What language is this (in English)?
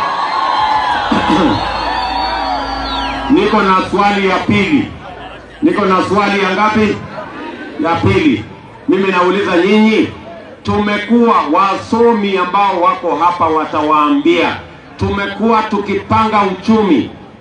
Swahili